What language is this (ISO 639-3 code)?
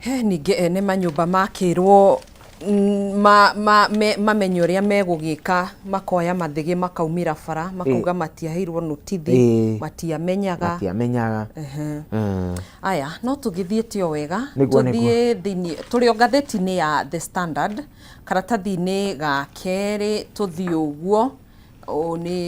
kik